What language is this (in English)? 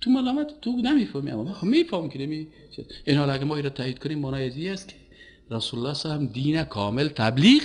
Persian